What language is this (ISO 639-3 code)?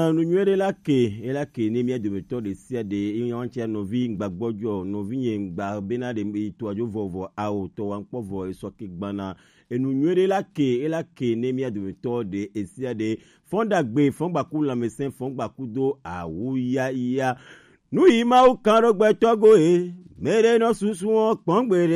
gej